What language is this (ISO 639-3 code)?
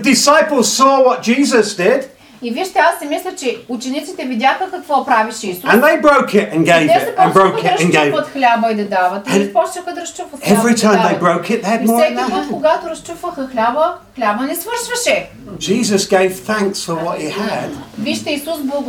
bul